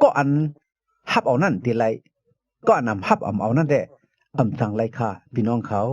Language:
Shan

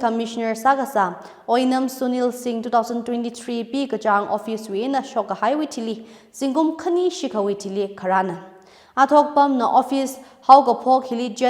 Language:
Tangkhul Naga (India)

